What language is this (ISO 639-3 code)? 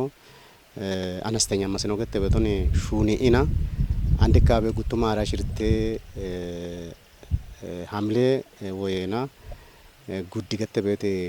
kbr